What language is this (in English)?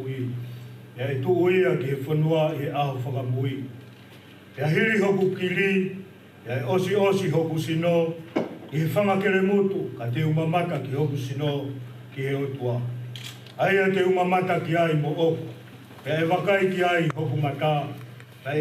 Tongan